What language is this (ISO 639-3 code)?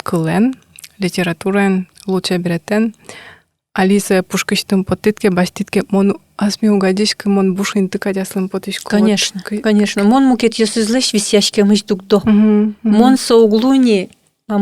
udm